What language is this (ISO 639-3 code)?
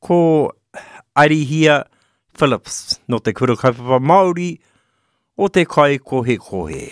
mri